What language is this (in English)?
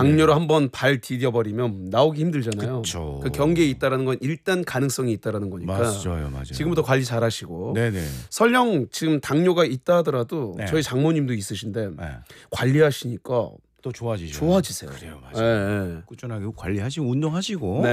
Korean